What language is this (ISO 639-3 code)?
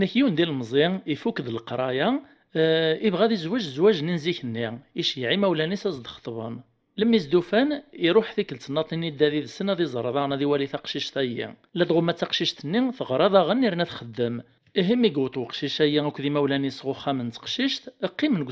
kab